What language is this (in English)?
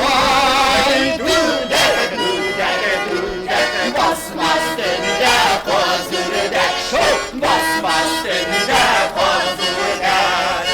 Tatar